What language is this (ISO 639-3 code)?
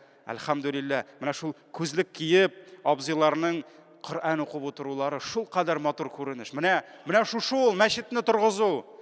tat